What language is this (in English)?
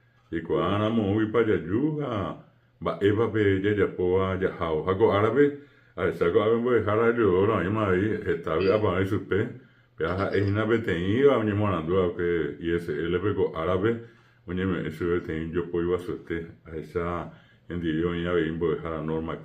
Guarani